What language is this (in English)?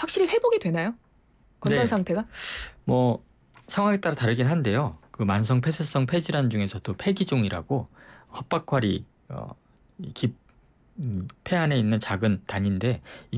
Korean